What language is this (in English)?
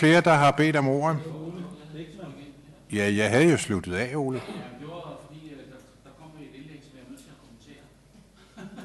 Danish